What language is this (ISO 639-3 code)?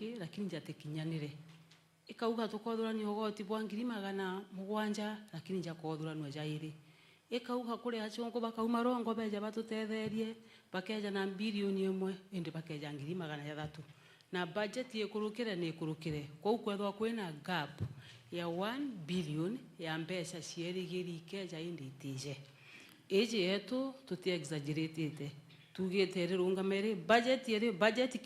mer